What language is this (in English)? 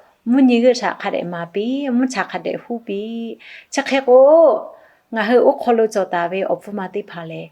Lahu